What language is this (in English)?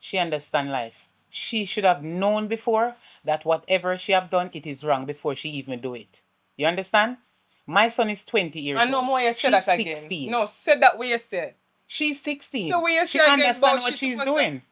Jamaican Creole English